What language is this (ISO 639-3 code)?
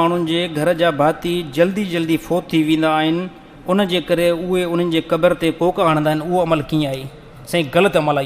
snd